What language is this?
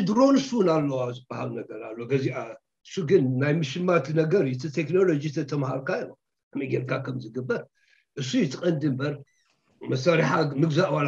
Tigrinya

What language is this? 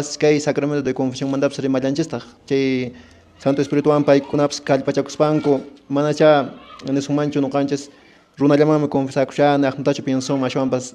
Quechua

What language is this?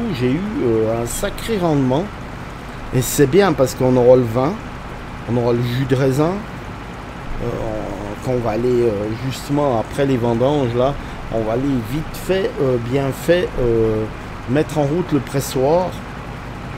French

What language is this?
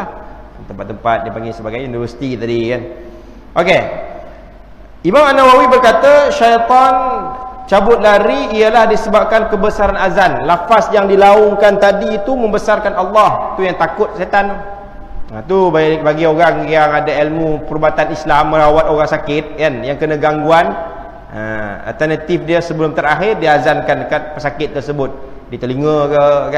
Malay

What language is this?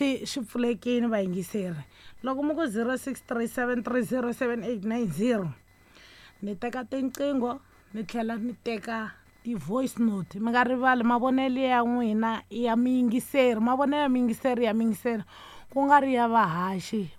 Tsonga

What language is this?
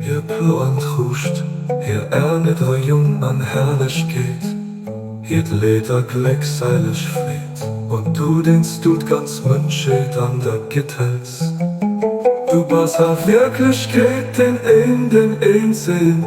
Luxembourgish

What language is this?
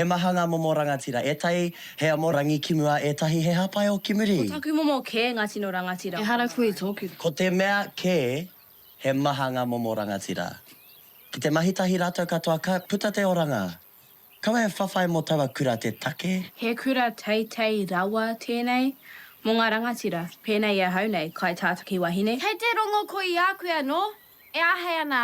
Māori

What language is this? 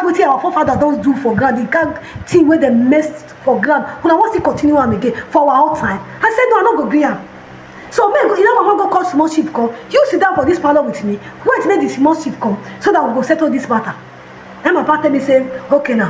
Nigerian Pidgin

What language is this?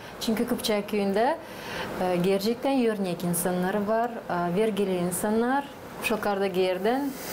Gagauz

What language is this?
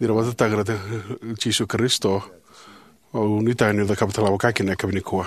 Fijian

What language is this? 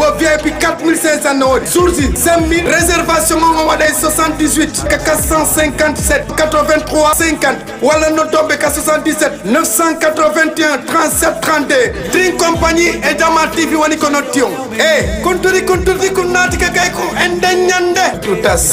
Fula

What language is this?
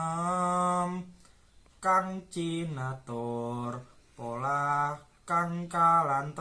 Javanese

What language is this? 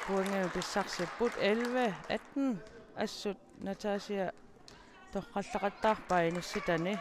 Kalaallisut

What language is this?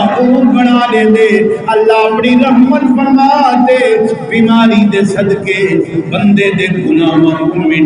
Saraiki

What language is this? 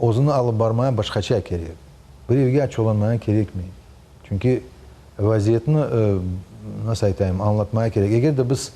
Crimean Tatar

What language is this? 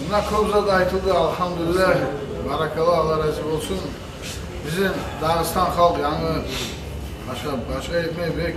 Kumyk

